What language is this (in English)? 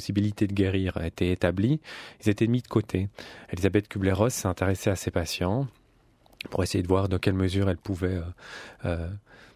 French